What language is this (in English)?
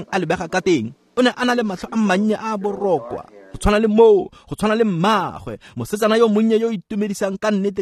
Tswana